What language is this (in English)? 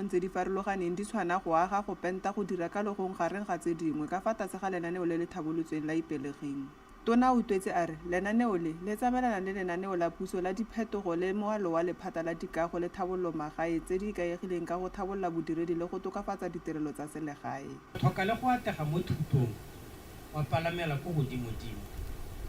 Tswana